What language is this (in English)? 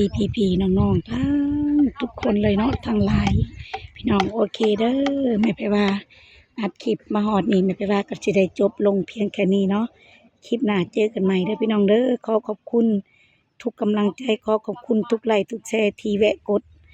Lao